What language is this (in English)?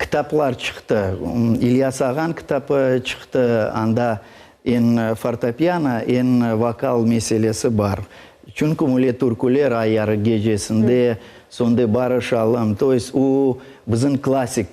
Crimean Tatar